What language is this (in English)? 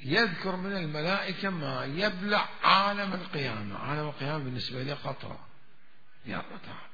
Mesopotamian Arabic